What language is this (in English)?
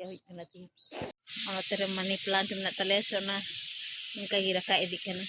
Santali